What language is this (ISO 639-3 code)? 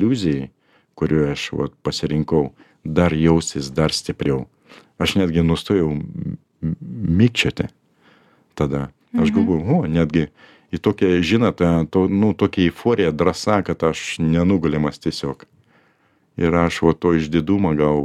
lit